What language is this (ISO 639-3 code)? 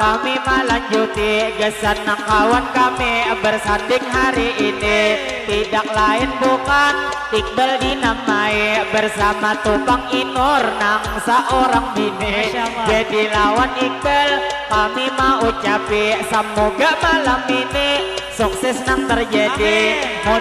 bjn